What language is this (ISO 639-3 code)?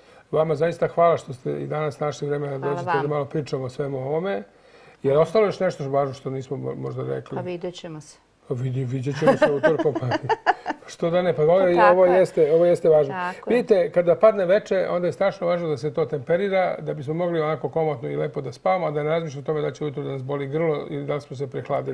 srp